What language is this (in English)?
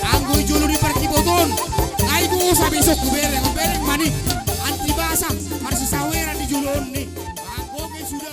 Batak Toba